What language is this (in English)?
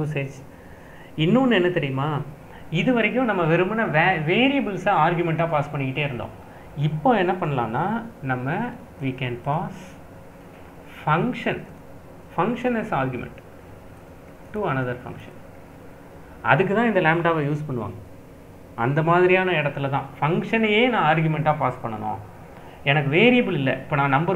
Tamil